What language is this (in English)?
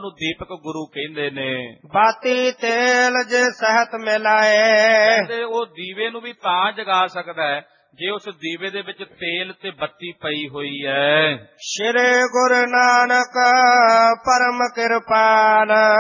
Punjabi